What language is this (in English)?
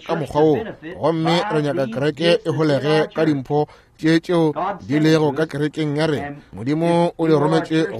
Northern Sotho